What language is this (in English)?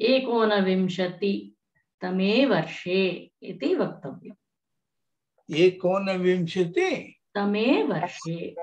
Sanskrit